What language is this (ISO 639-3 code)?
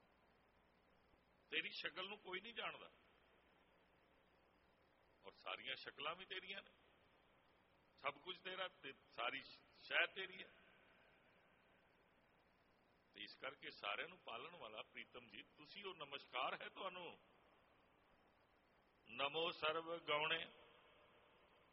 pan